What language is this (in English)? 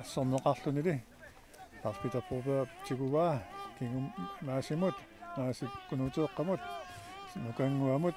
Kalaallisut